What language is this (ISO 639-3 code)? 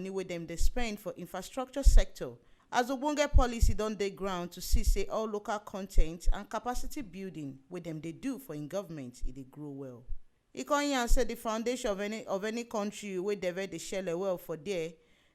pcm